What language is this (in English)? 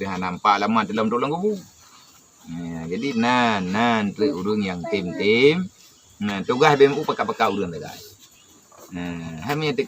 Achinese